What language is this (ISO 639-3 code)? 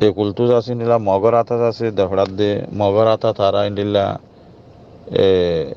rhg